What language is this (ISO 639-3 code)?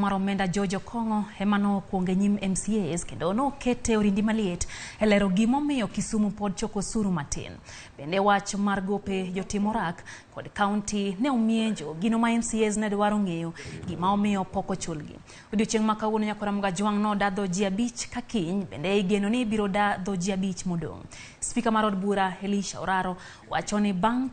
luo